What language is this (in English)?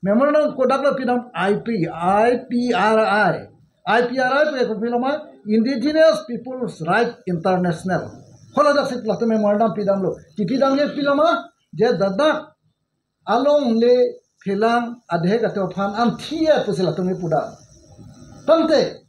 Karbi